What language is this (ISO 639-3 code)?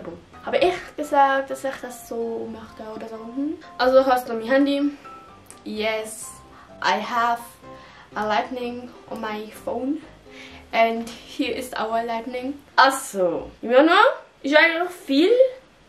gsw